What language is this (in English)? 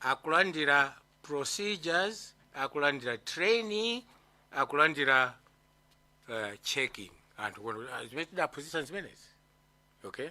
Nyanja